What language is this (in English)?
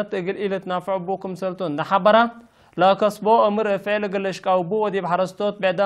Tigre